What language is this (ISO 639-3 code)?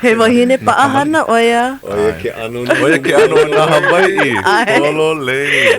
haw